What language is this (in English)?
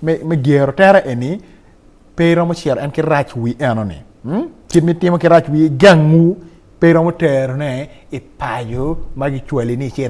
Acoli